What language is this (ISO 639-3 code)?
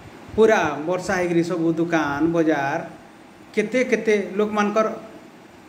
spv